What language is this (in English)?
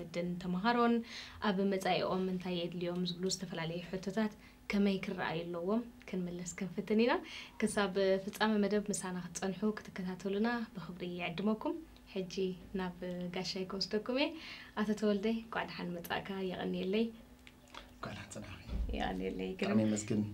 Tigrinya